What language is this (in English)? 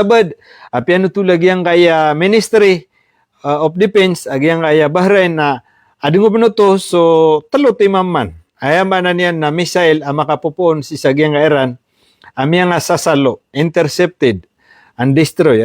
Maranao